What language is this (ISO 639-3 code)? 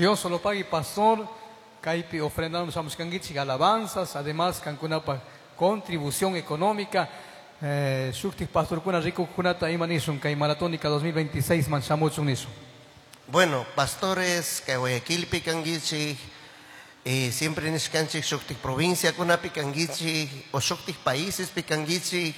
qug